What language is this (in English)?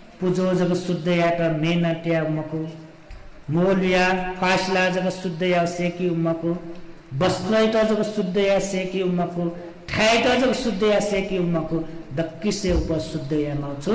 Newari